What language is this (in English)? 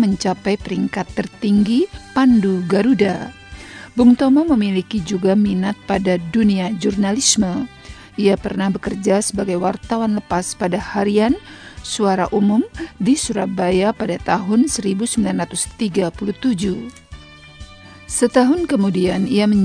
Indonesian